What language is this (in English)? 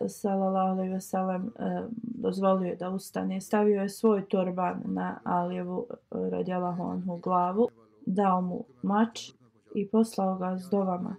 Bosnian